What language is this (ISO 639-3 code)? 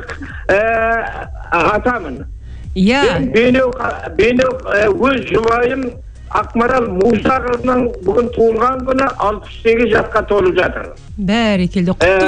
kaz